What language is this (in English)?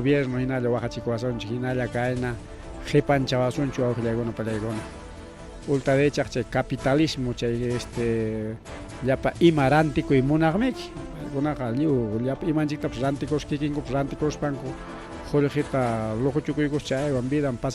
Ayacucho Quechua